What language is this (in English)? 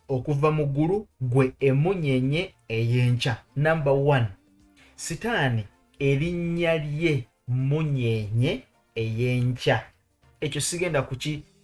Ganda